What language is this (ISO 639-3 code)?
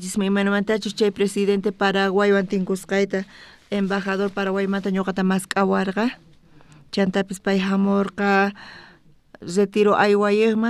quh